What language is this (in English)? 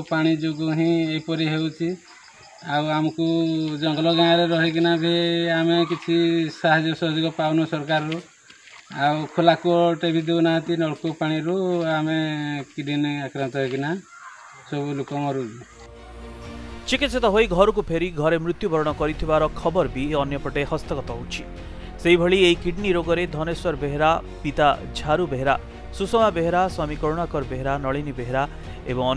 Odia